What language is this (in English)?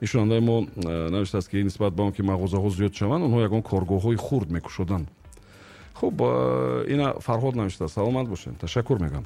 Tajik